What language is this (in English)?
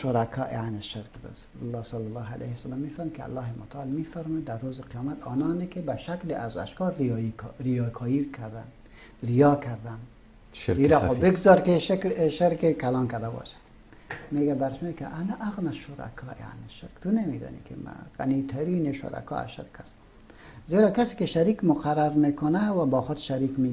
Persian